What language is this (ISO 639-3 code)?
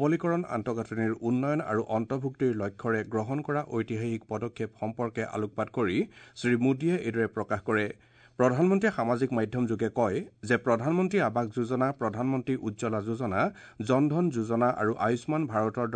asm